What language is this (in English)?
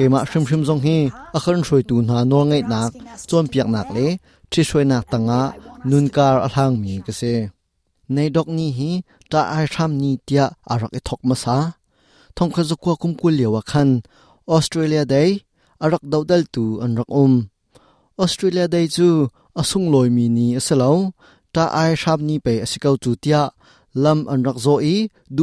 Hakha Chin